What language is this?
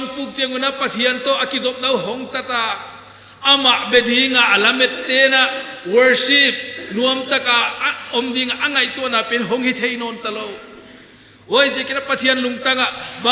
Paite Chin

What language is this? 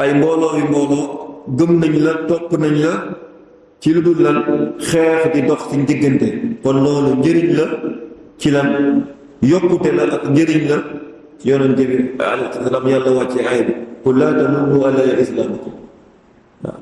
Wolof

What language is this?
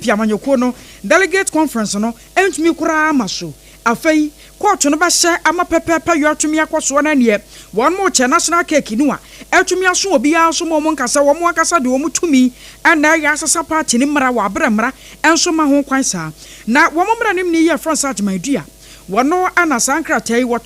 Akan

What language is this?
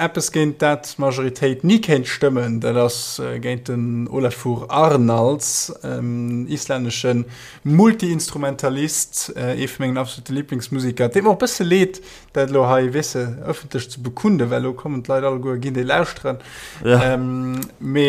Luxembourgish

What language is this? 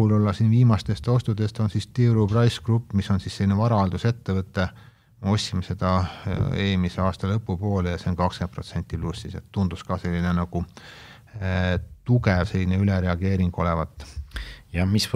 Estonian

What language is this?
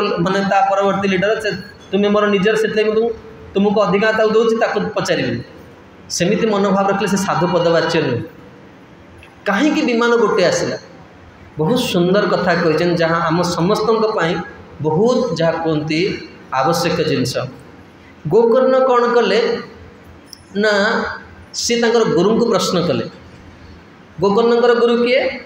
Odia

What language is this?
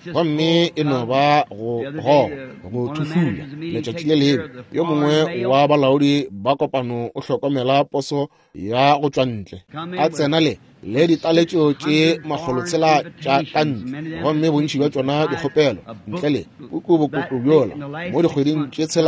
Northern Sotho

